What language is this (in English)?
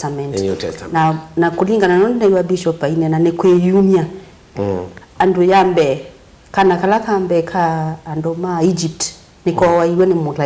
Kamba